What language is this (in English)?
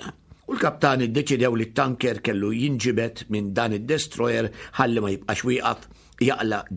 Maltese